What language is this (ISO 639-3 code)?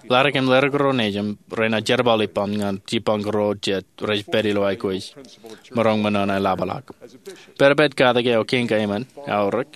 mah